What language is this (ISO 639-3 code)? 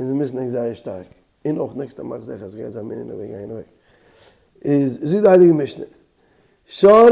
yid